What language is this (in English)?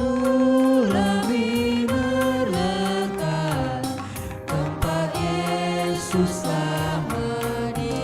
Batak Karo